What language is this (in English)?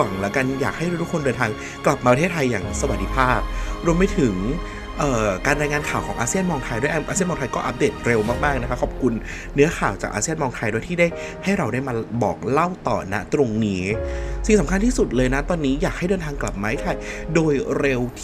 Thai